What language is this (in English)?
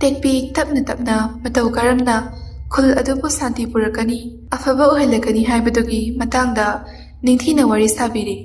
Manipuri